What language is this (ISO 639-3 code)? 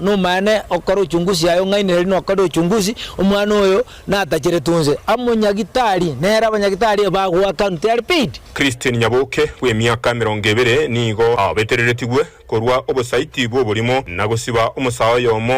guz